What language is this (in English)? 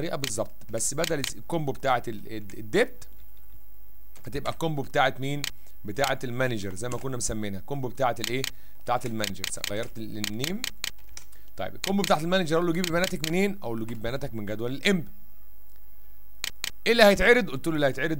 Egyptian Arabic